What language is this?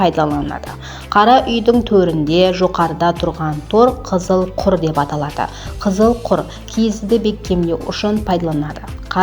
Kara-Kalpak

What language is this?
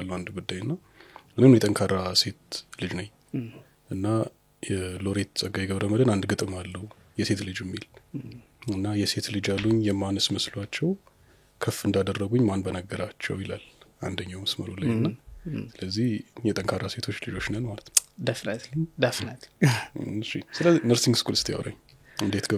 Amharic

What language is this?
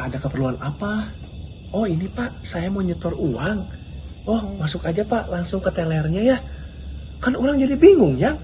Sundanese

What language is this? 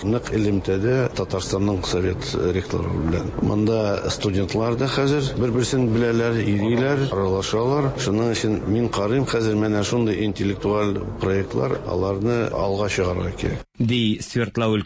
Tatar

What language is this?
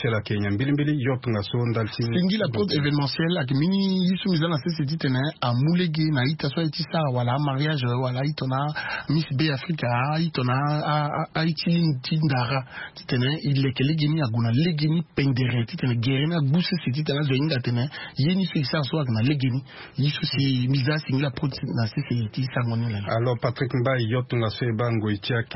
Sango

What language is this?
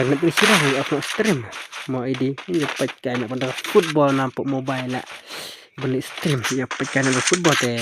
Khasi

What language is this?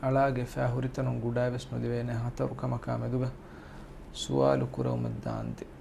Divehi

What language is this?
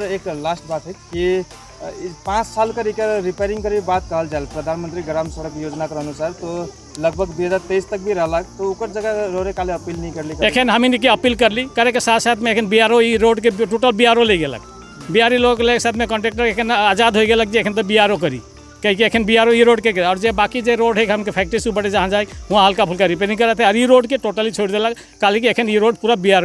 Sadri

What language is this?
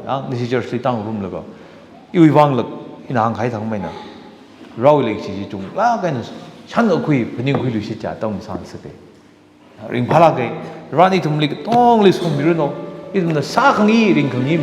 Tangkhul Naga (India)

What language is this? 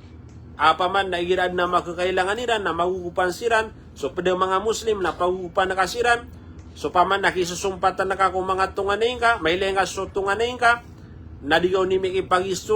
Maranao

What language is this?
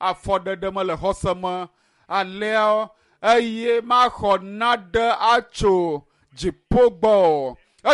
Ewe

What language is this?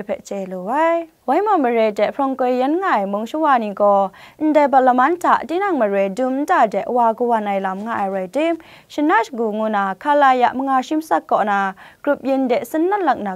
Kachin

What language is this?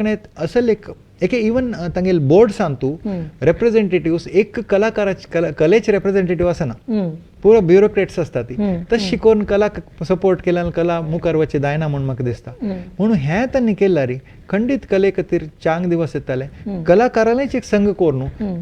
Konkani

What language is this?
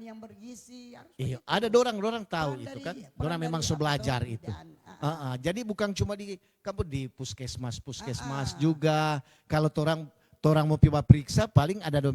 Manado Malay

